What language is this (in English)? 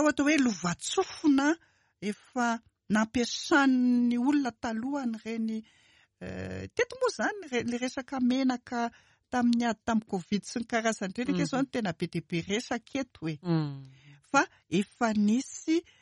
Malagasy